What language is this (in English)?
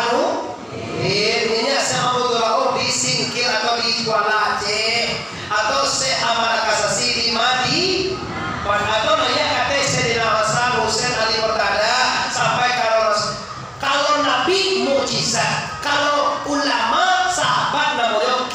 Minangkabau